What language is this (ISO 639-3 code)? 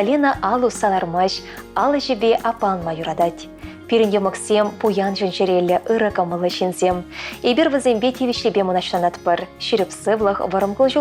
chv